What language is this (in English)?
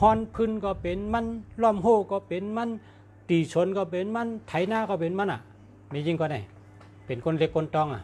Shan